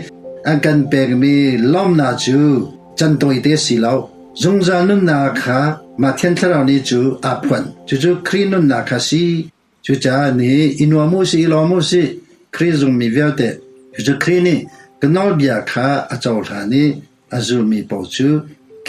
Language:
Hakha Chin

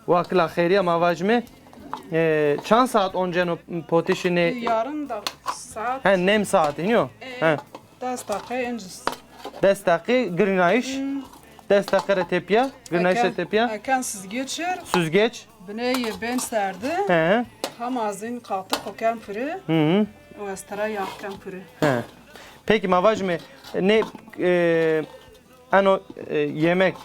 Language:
Zaza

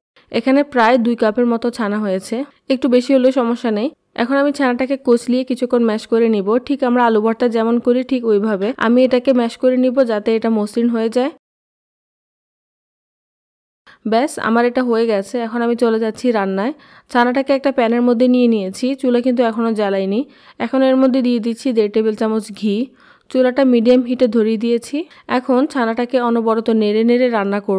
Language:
Bangla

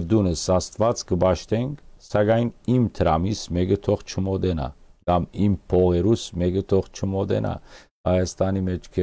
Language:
Western Armenian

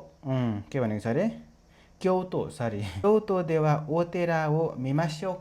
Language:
Nepali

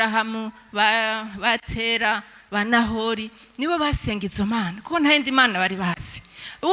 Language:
Rundi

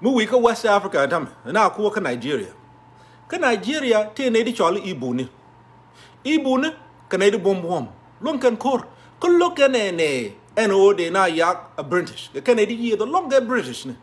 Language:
Nuer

